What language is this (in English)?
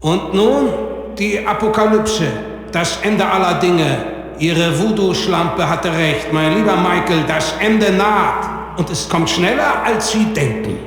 Bavarian